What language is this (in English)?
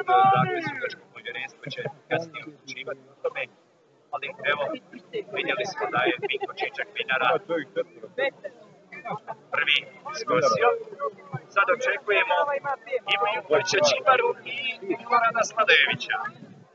Croatian